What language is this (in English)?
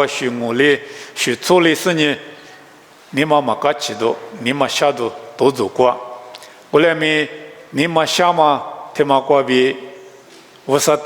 Lisu